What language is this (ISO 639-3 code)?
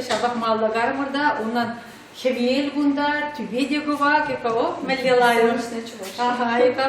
chv